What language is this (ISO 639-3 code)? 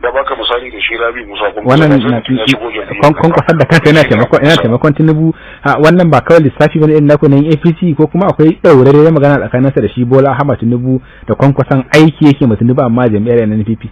hau